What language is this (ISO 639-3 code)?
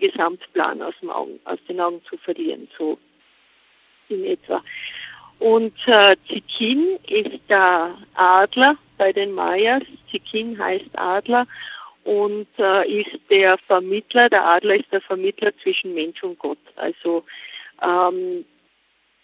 deu